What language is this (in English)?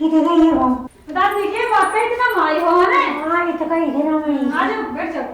Haryanvi